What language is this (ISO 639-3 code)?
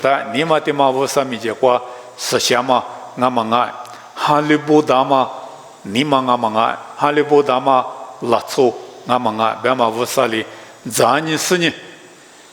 lis